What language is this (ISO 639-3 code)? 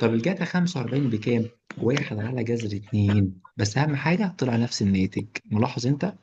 arz